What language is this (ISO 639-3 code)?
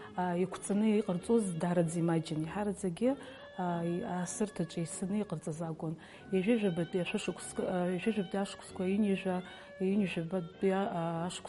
abk